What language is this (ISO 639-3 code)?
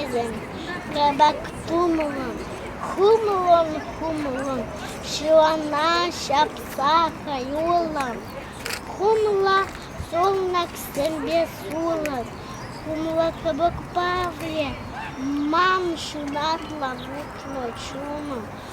chv